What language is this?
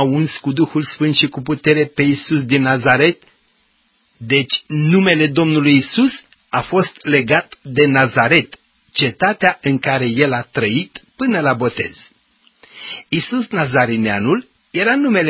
Romanian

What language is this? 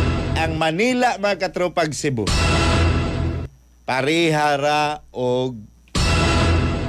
Cebuano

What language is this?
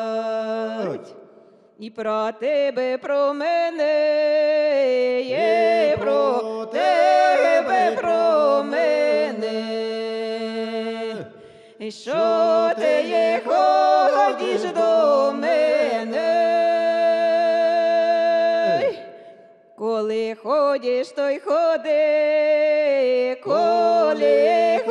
Ukrainian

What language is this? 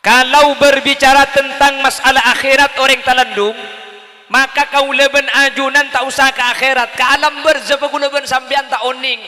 Madurese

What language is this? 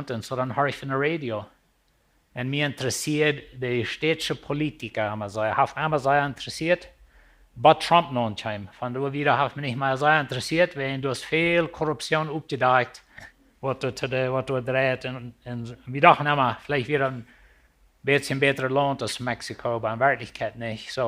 Plautdietsch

